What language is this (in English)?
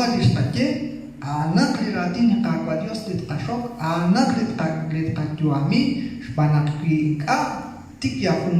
Kekchí